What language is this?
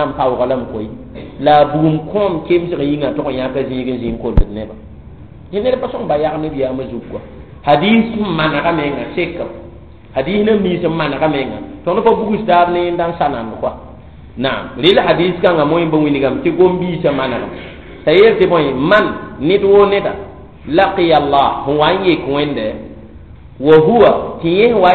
Mossi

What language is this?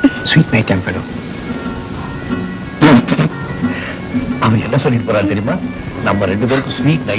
Tamil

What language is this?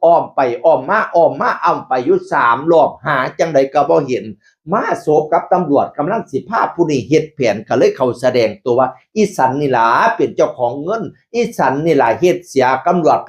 Northeastern Thai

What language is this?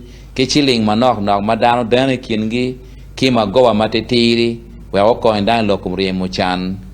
Acoli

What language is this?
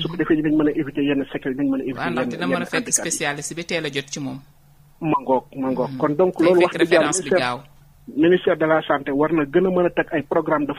Wolof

